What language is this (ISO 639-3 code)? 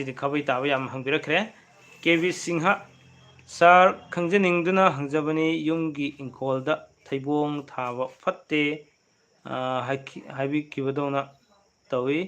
mni